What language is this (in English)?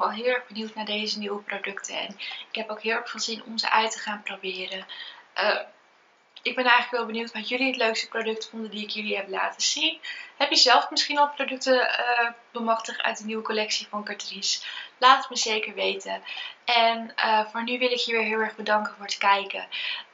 Dutch